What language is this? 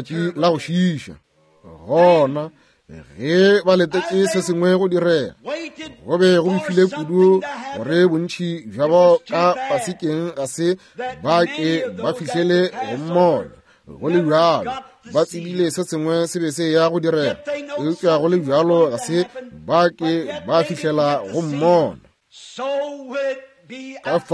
Northern Sotho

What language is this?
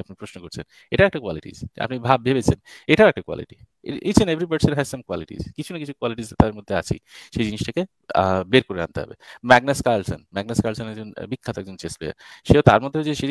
Bangla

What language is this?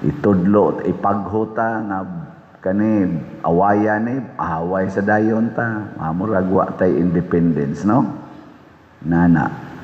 Cebuano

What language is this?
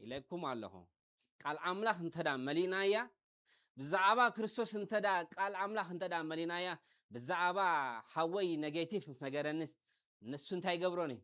Tigrinya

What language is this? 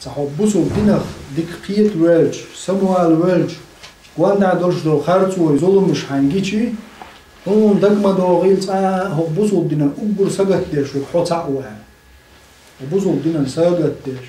Chechen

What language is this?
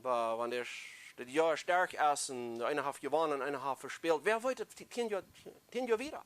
Plautdietsch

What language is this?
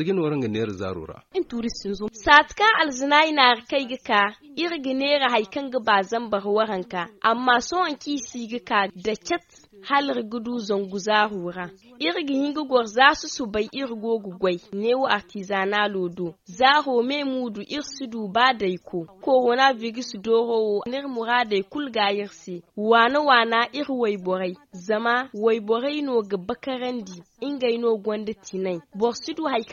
Zarma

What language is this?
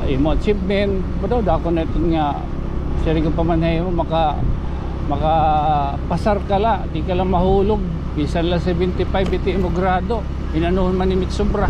Waray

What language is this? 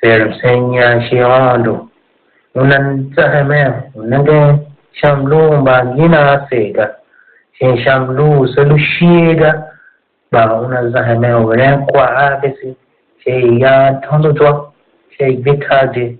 Tiv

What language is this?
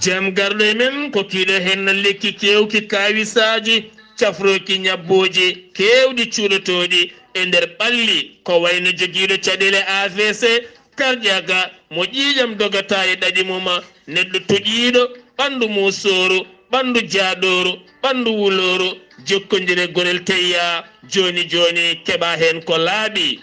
Fula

